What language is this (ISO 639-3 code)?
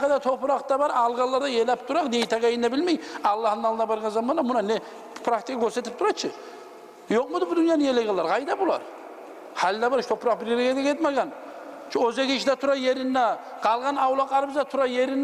kum